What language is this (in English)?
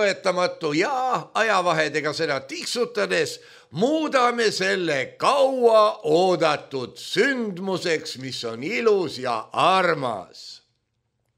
Estonian